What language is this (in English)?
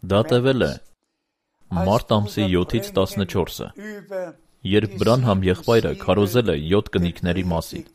Armenian